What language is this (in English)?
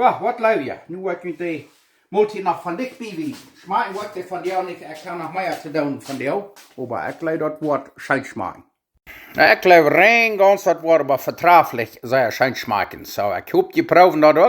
Plautdietsch